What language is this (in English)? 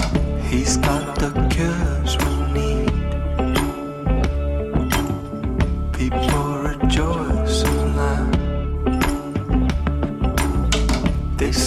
French